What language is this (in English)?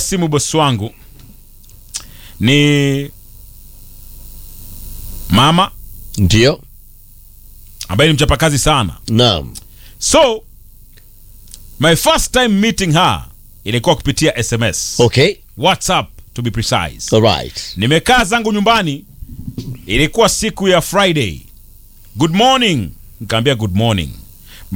Swahili